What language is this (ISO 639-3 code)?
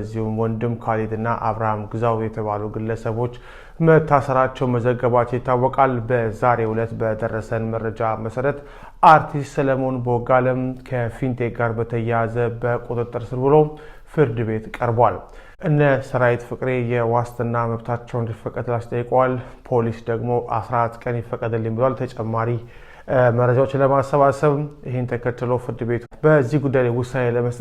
amh